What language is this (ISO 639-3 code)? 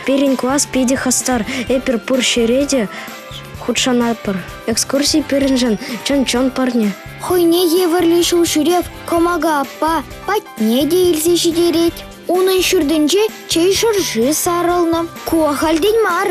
chv